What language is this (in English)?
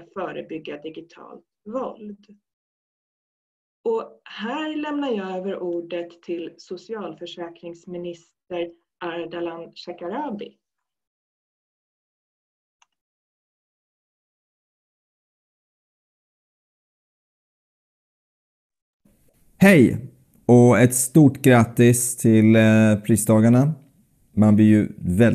Swedish